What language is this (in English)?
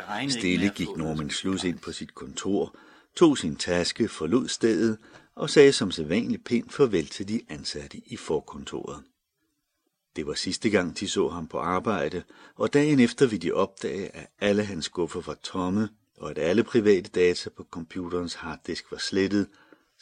Danish